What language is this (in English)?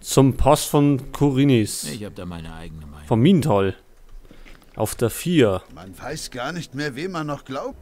Bavarian